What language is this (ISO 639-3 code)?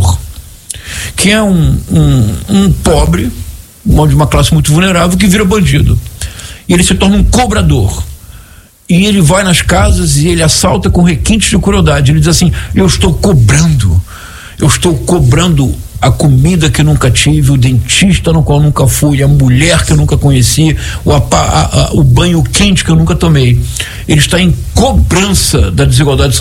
por